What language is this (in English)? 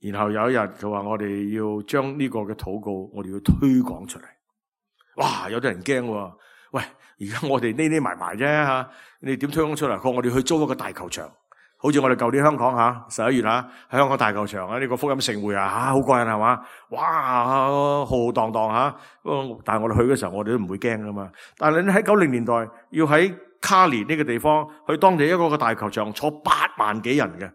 Cantonese